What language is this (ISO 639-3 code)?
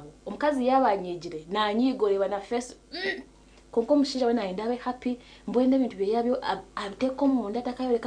nyn